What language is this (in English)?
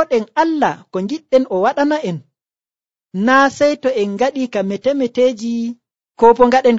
Nigerian Fulfulde